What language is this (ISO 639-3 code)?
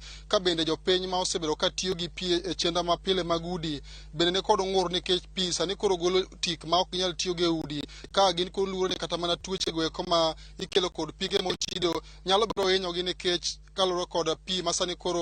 luo